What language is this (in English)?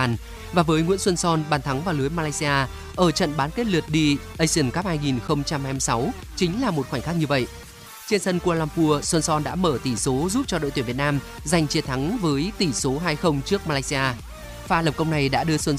Vietnamese